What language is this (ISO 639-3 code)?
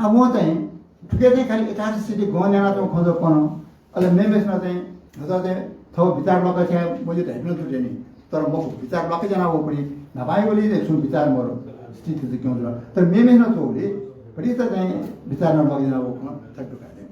new